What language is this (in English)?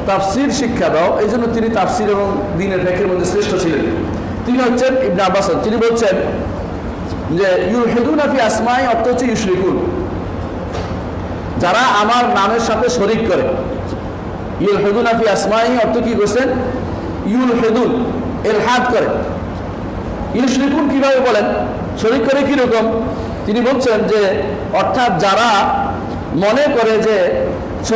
Bangla